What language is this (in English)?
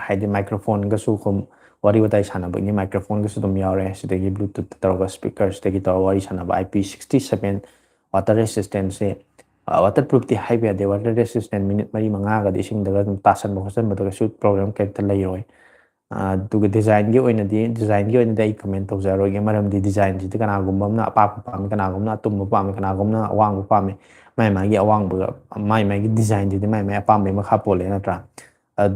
Manipuri